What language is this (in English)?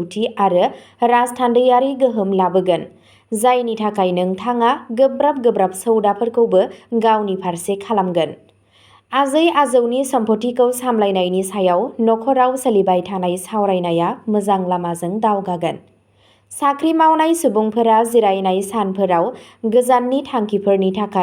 Bodo